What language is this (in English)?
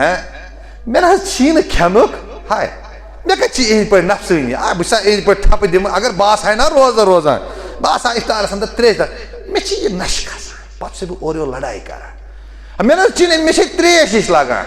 Kashmiri